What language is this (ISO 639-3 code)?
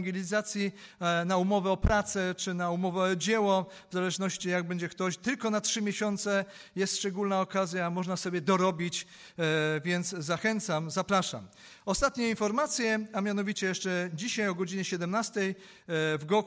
pol